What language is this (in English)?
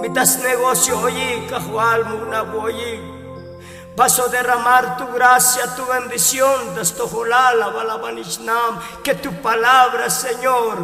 Tzotzil